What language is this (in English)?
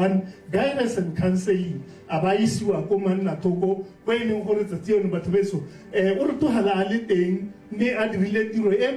Tswana